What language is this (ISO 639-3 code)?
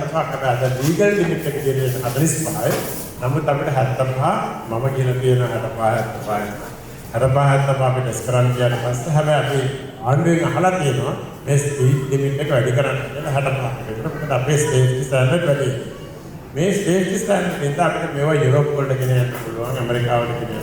sin